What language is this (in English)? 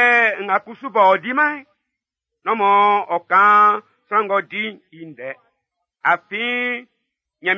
Baoulé